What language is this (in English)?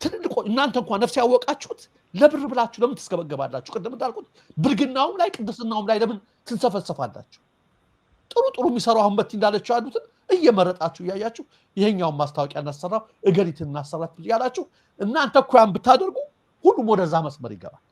Amharic